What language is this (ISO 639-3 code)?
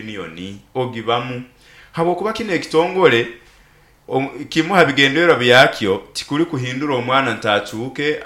nyo